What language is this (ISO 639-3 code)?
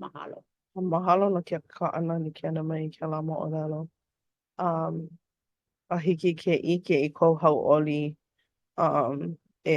haw